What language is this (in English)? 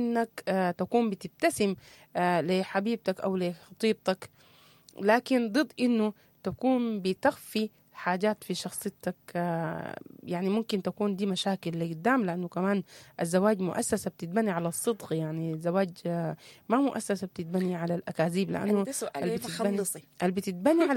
Sudanese Arabic